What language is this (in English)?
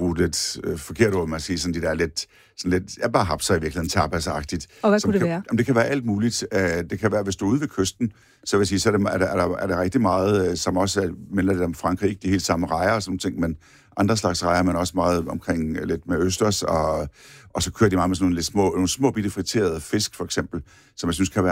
Danish